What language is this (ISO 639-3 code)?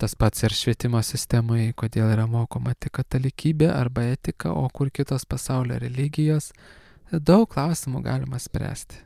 lit